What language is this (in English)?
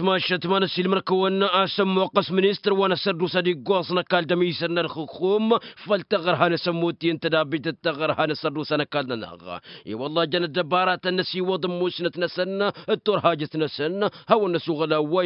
Tamasheq